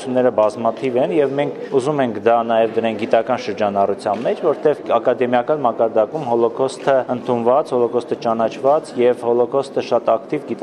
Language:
Armenian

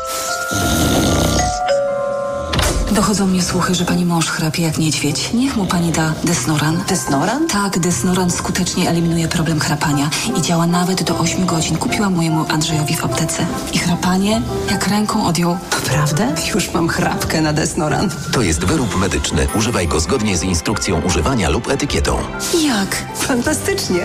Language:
Polish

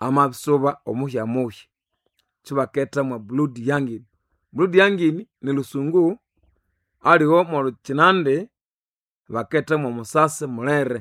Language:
Nande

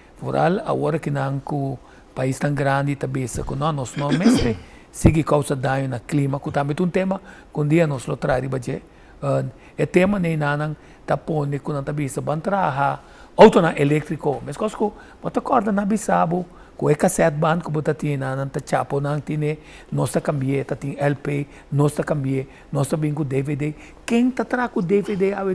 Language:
Papiamento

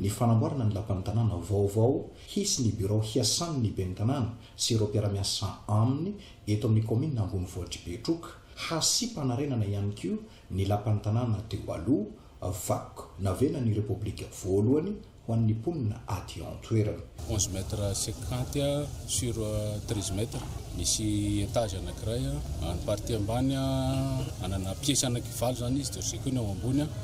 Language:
Malagasy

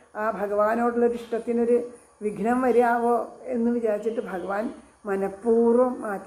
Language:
Malayalam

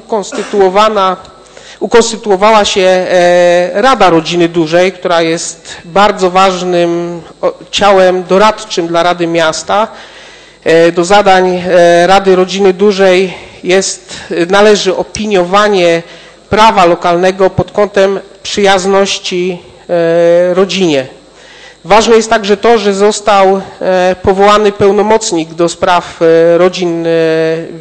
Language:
Polish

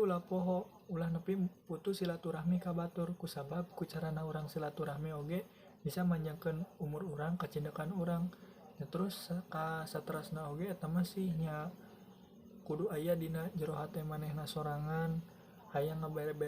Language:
Sundanese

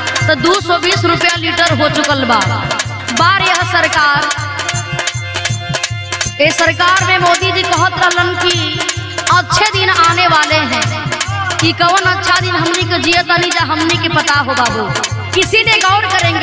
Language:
Bhojpuri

